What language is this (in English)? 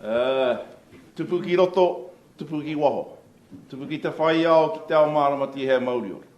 Māori